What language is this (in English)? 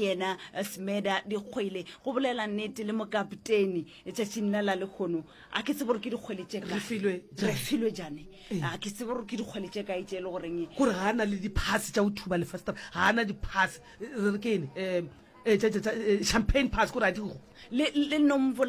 Northern Sotho